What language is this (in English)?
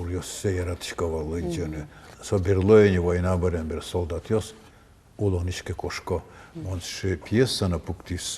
Udmurt